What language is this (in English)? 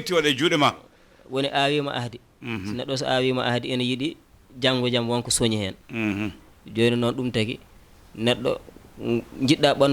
Fula